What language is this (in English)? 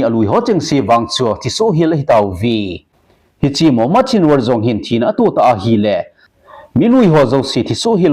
Thado Chin